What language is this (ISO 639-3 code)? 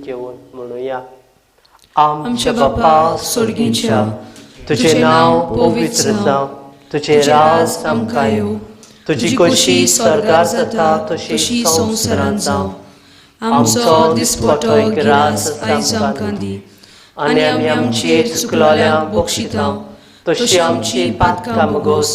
kok